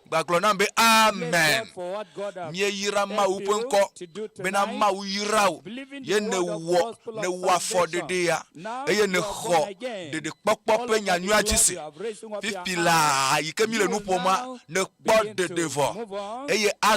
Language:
Ewe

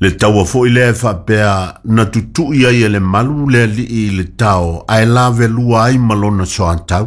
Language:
Samoan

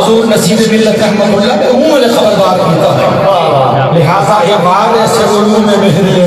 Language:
Saraiki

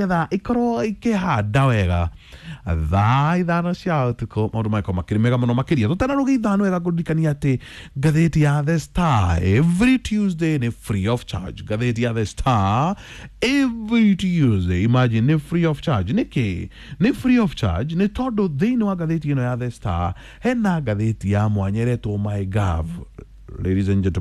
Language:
Kikuyu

